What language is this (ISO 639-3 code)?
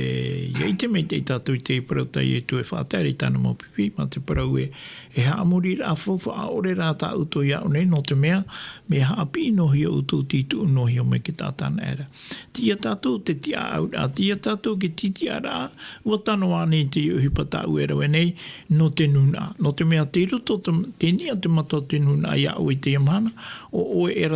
tah